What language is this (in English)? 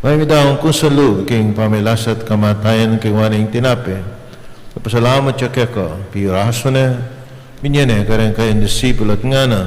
Pampanga